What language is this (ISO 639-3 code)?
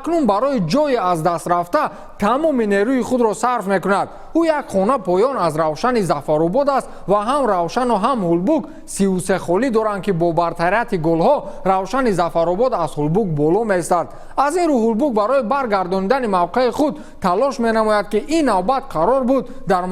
tgk